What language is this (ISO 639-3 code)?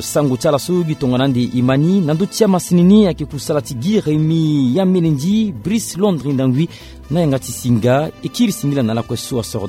sag